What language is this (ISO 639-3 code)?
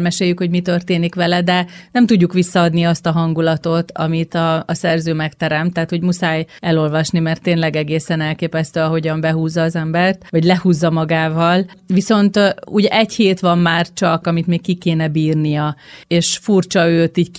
hun